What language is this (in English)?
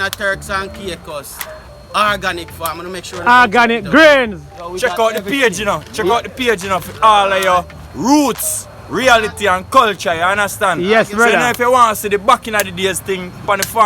Jamaican Creole English